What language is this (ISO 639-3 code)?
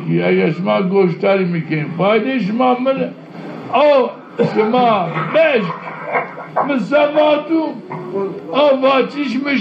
zza